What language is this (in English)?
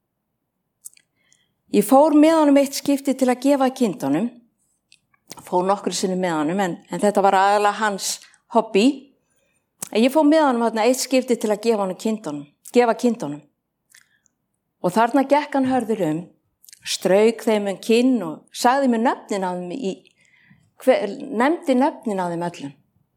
Icelandic